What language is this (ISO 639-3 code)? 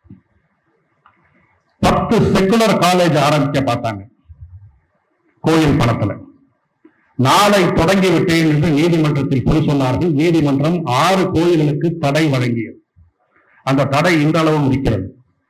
tam